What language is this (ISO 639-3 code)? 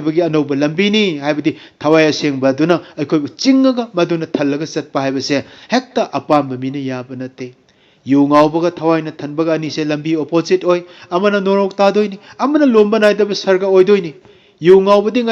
mni